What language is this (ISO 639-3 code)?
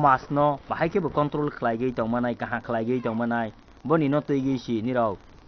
trp